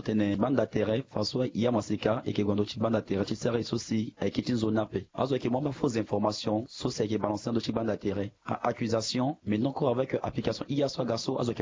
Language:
Sango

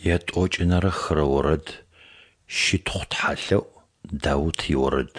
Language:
Adyghe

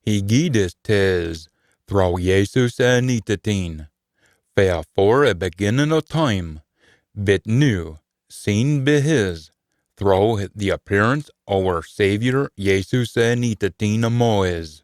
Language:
Scots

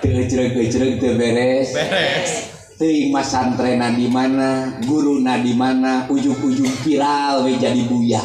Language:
Sundanese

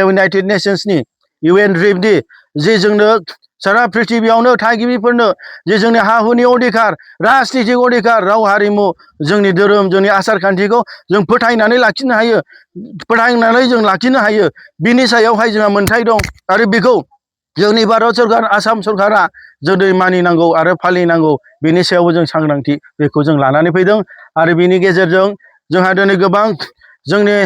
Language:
Bodo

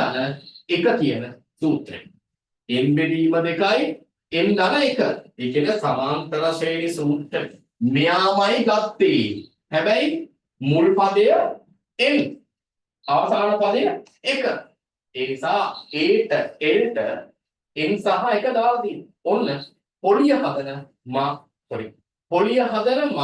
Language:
Sinhala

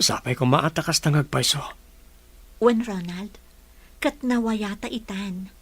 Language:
Iloko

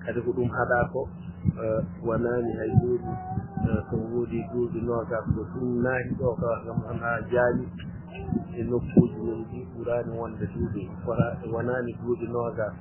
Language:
Fula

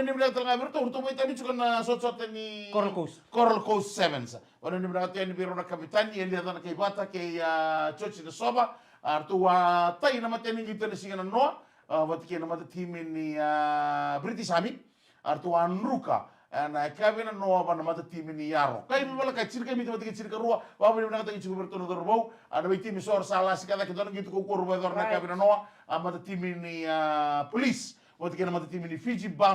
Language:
Fijian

